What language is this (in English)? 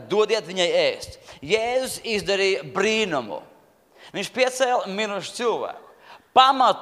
Latvian